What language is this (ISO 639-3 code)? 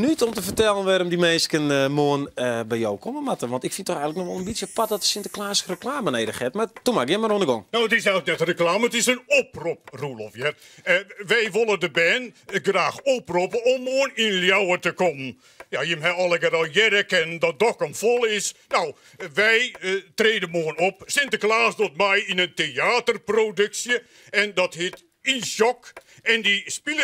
fry